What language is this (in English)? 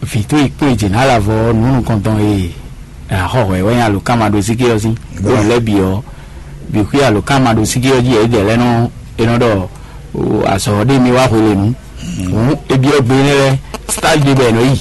Fon